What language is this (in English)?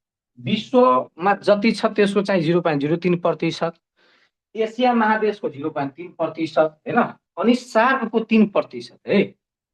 Nepali